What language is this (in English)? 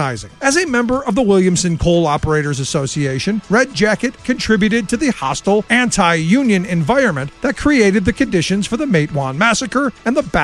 English